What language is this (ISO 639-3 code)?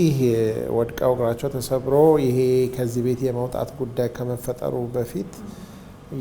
amh